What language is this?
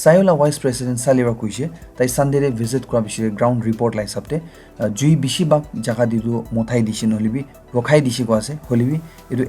Naga Pidgin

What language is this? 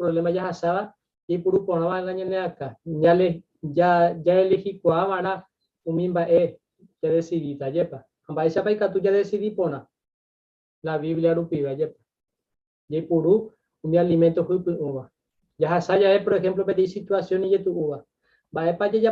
Guarani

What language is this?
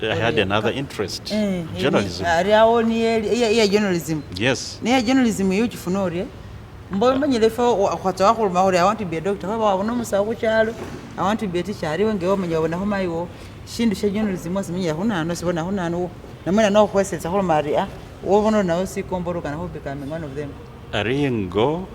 Masaaba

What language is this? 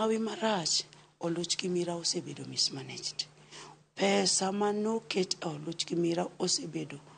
Luo (Kenya and Tanzania)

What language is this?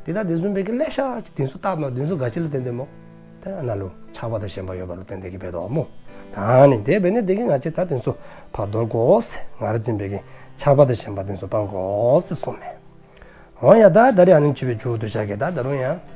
Dzongkha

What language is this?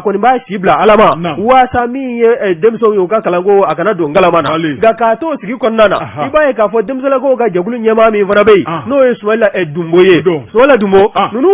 Bambara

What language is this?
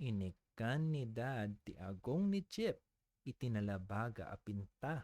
Iloko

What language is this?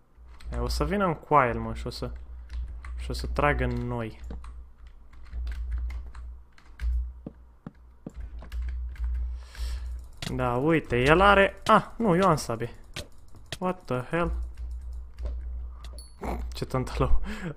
Romanian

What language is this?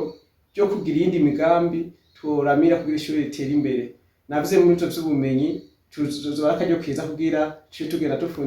Rundi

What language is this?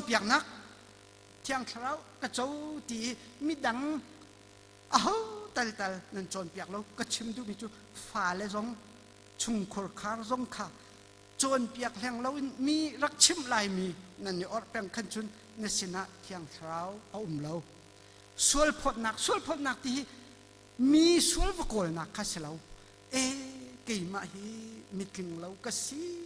Hakha Chin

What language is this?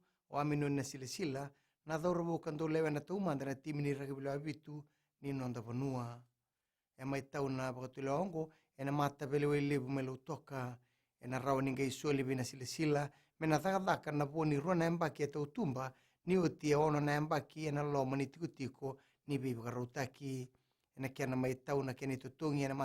Fijian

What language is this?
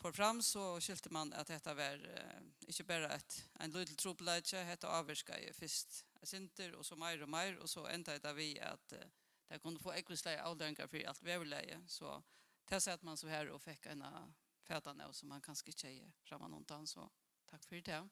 Faroese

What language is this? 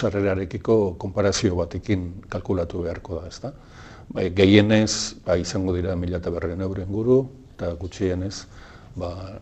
Basque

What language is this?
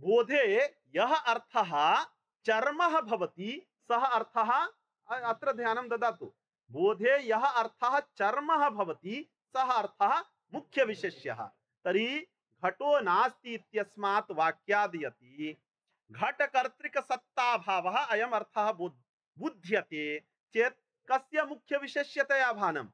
Sanskrit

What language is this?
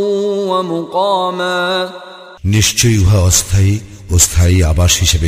Bangla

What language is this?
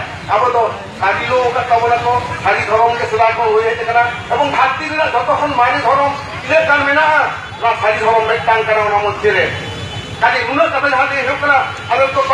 Santali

